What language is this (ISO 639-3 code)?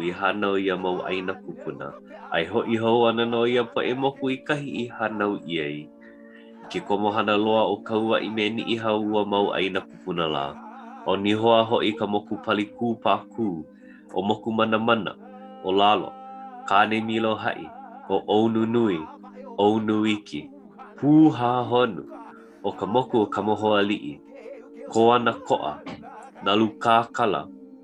haw